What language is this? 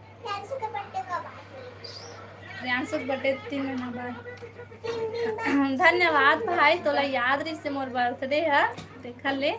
Chhattisgarhi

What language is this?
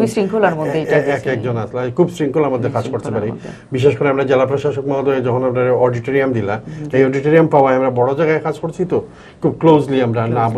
Sylheti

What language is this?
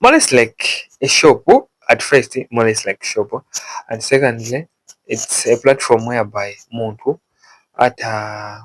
Nyanja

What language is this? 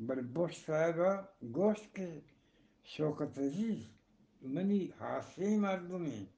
Eastern Balochi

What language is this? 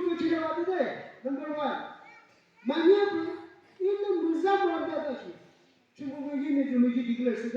Yimchungru Naga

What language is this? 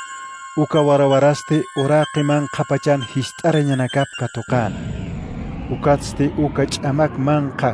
Aymara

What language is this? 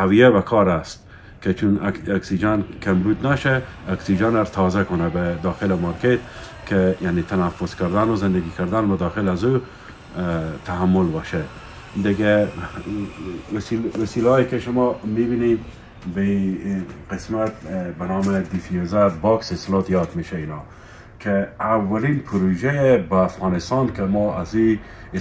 Persian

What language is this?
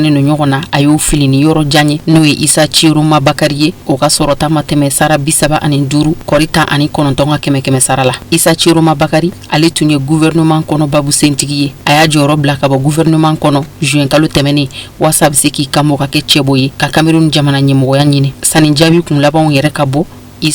Bambara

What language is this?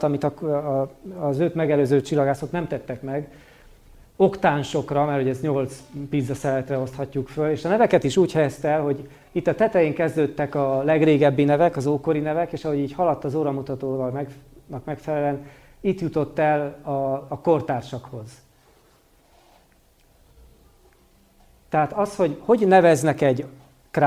Hungarian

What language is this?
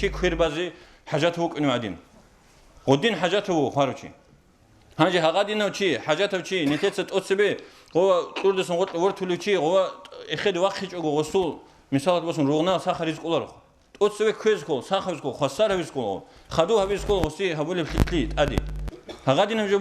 Avaric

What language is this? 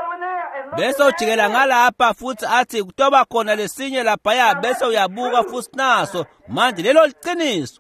Swati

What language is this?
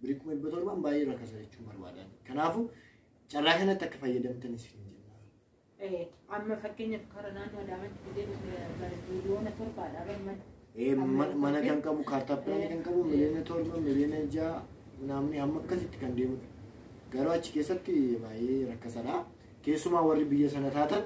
Oromo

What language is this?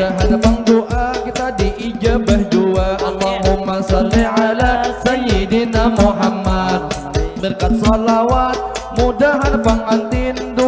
Banjar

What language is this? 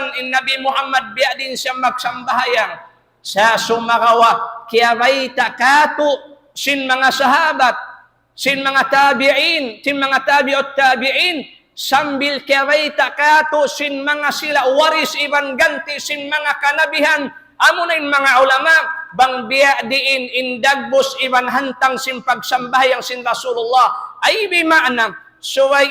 Tausug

